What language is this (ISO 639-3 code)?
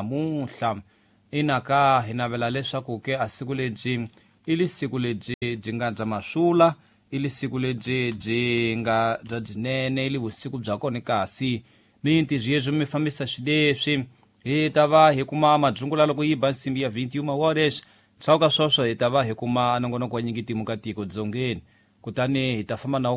tso